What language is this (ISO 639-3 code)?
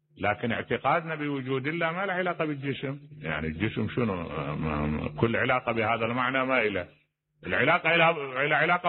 acm